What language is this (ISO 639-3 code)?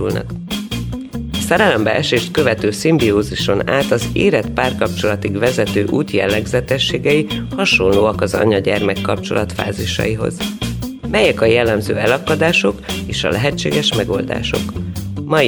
hun